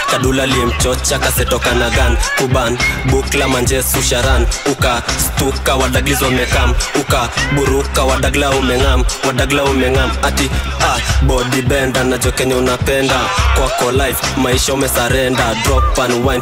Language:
Swahili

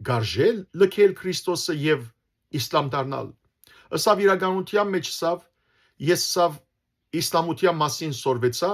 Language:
Western Armenian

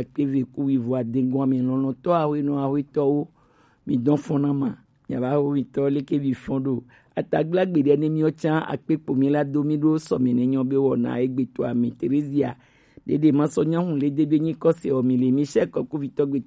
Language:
Gen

